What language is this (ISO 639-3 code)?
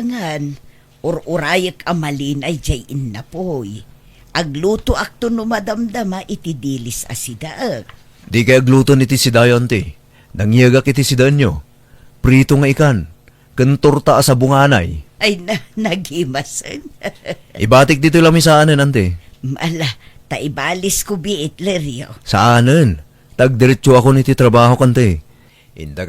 ilo